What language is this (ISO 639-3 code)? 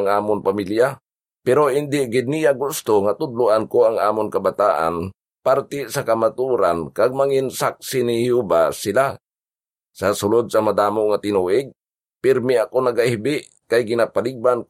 hil